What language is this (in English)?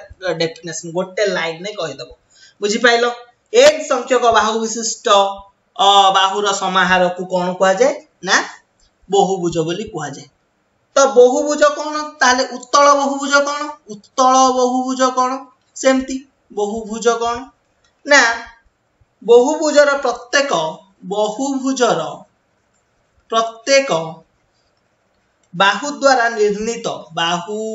Odia